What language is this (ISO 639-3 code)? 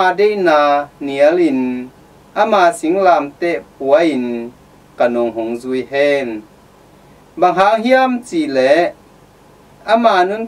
ctd